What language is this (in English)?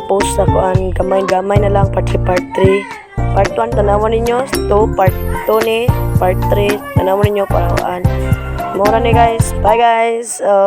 Cebuano